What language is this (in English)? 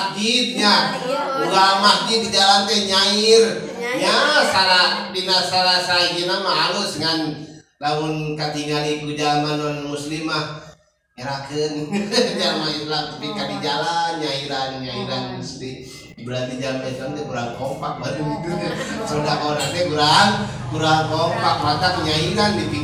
Sundanese